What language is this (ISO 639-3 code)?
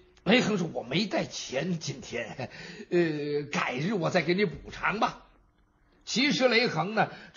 zho